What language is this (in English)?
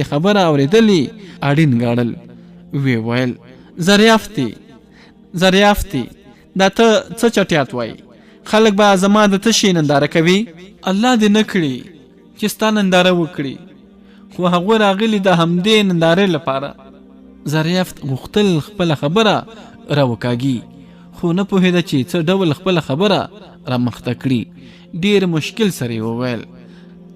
Pashto